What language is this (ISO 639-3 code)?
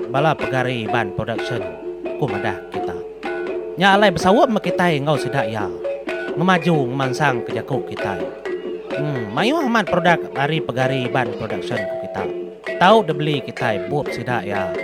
iba